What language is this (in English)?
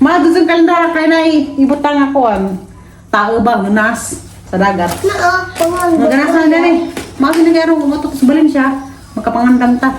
Cebuano